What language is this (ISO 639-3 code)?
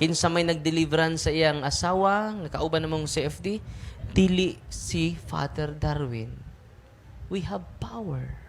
ceb